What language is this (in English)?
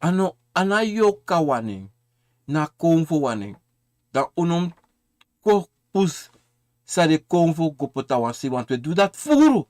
Sranan Tongo